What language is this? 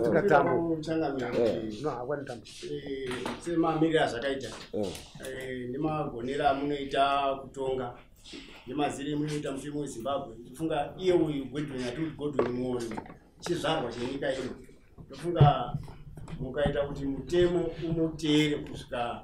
Shona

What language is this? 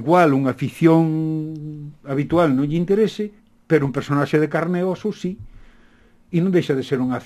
Galician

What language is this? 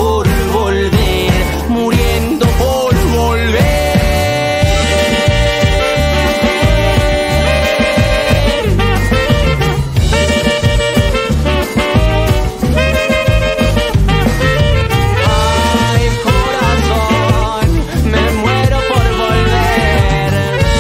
Spanish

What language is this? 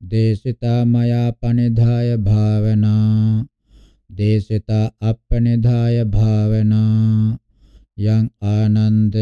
Pali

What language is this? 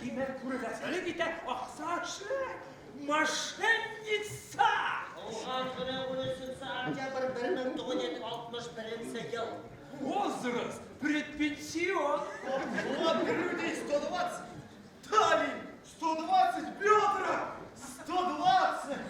Bashkir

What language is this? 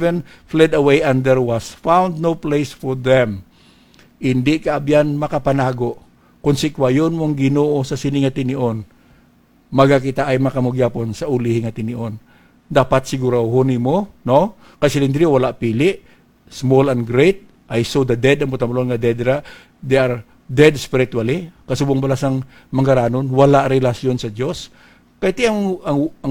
Hiligaynon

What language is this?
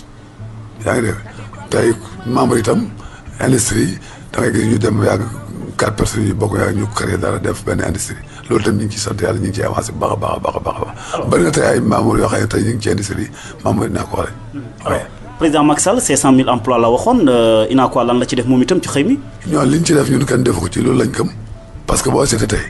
Wolof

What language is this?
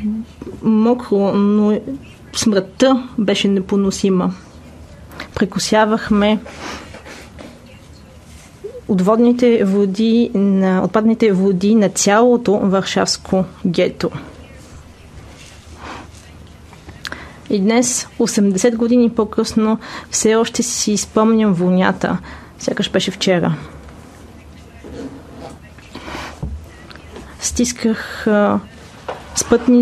Bulgarian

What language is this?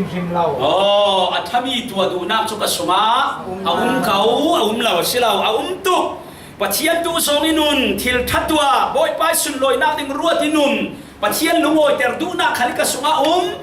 Falam Chin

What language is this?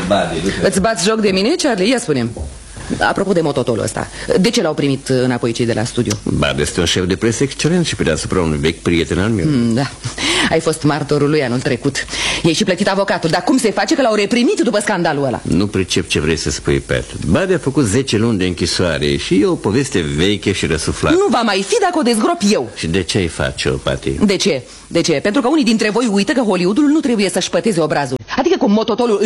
Romanian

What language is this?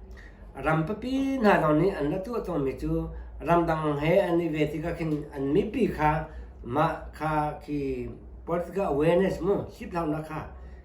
Hakha Chin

